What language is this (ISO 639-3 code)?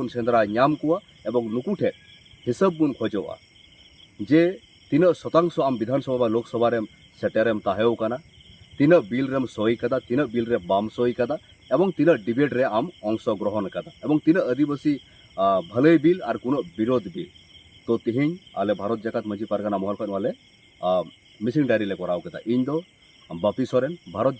sat